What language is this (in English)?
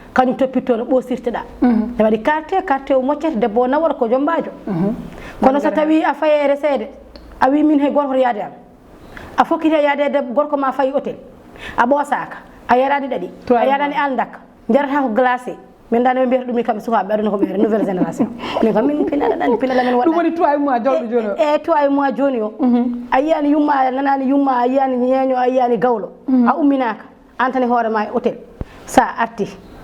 Fula